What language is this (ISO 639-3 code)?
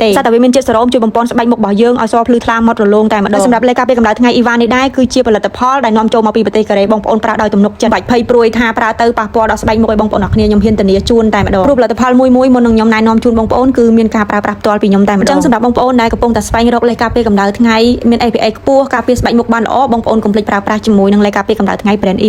khm